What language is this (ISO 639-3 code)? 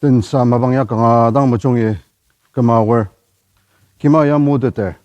njo